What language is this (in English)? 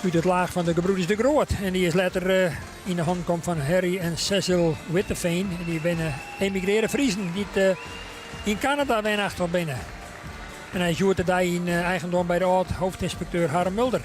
Western Frisian